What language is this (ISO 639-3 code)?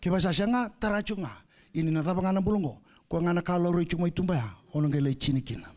fij